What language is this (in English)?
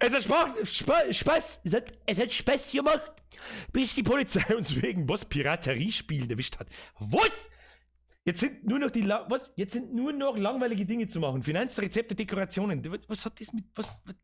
Bavarian